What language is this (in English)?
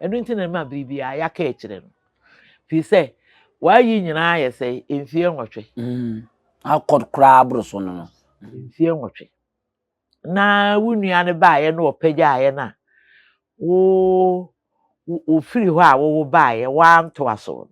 Akan